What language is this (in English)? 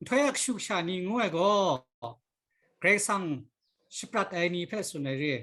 Kachin